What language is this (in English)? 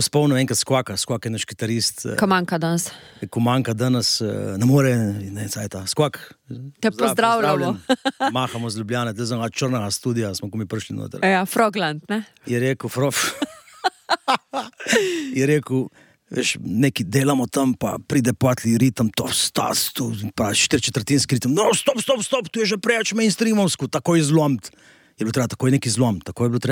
Slovenian